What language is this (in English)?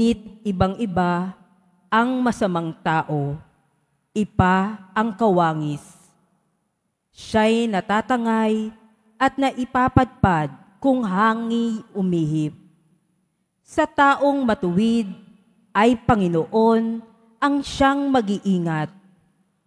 Filipino